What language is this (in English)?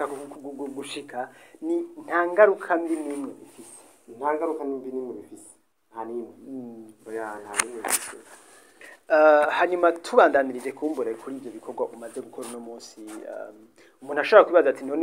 Rundi